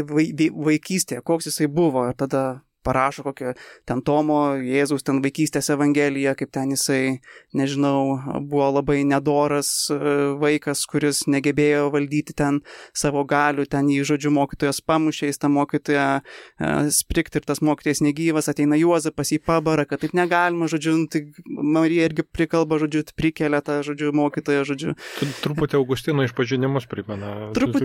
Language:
Lithuanian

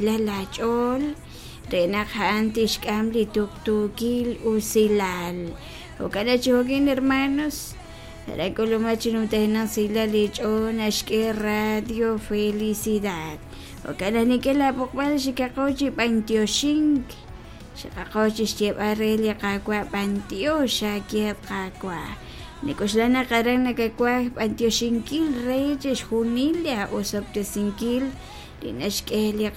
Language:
Kekchí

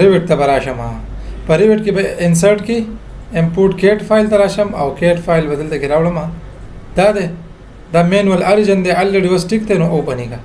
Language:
Pashto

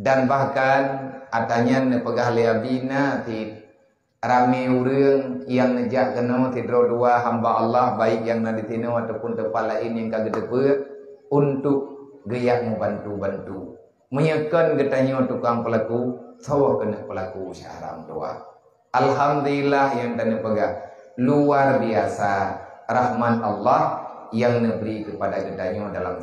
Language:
Achinese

